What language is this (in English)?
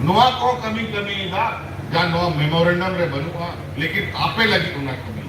Santali